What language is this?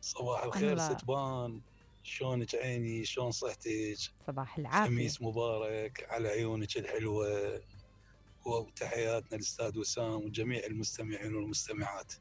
Mesopotamian Arabic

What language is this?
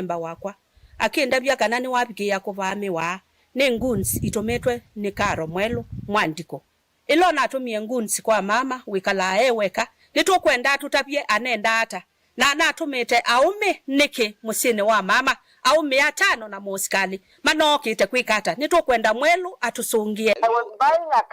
Kamba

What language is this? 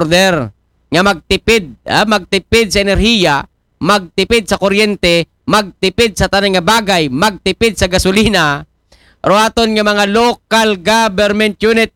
Aklanon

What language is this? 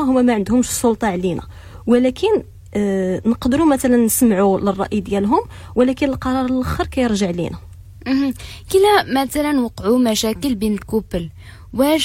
Moroccan Arabic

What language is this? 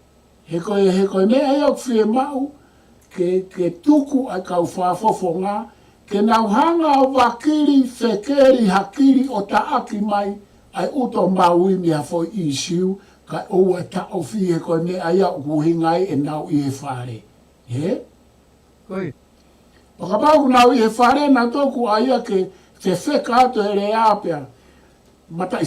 Tongan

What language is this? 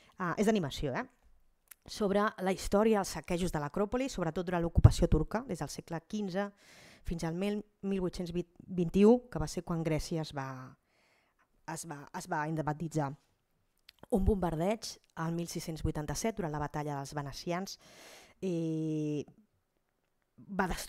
Catalan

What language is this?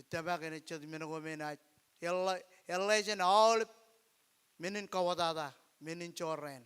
Marshallese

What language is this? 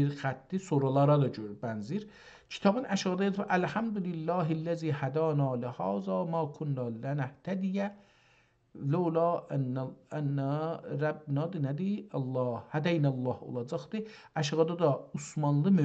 South Azerbaijani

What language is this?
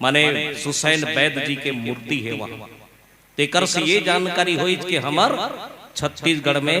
Chhattisgarhi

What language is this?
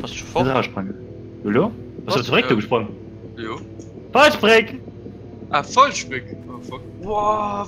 Luxembourgish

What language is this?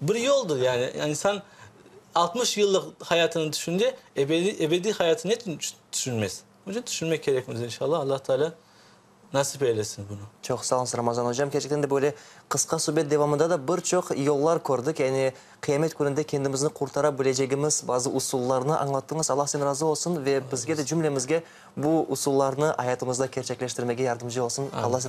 Crimean Tatar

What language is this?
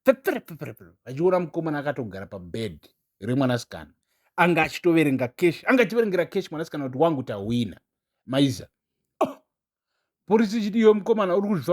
Shona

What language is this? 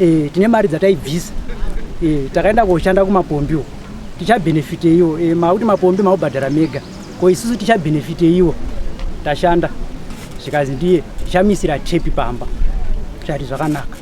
Shona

